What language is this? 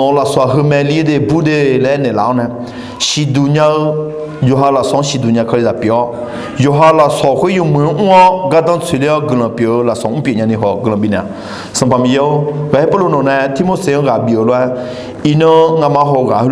Akha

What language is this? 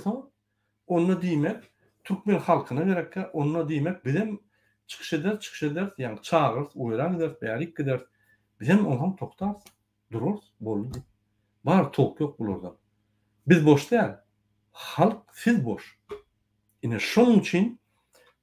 Turkmen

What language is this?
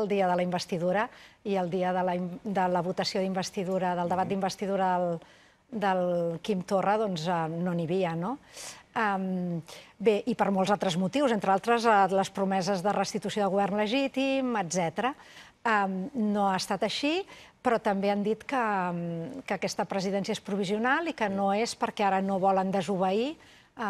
Catalan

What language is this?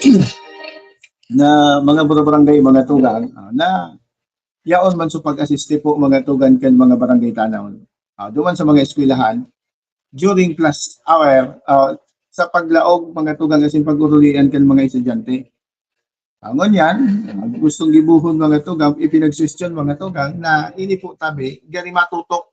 Bikol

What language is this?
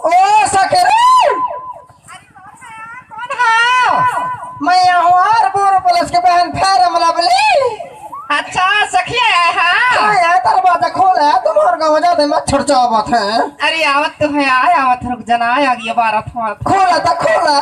Chhattisgarhi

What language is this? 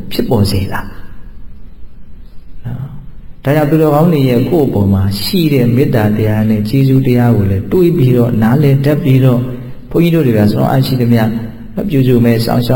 Burmese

